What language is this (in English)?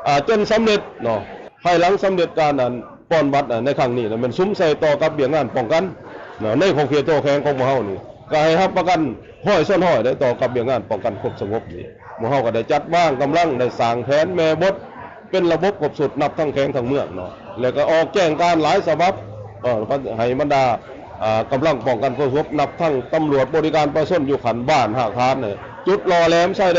Lao